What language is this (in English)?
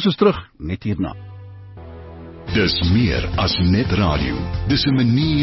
Afrikaans